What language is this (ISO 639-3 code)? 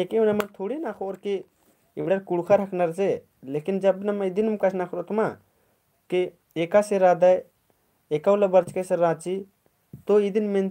kru